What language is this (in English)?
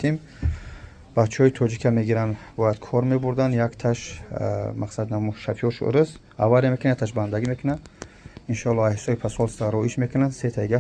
Tajik